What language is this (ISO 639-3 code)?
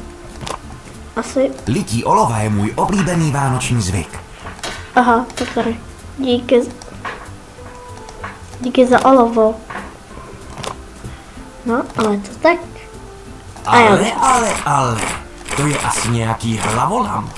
ces